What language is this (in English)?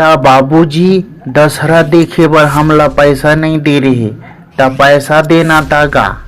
Chhattisgarhi